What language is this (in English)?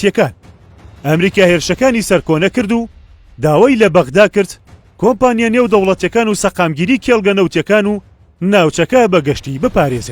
Central Kurdish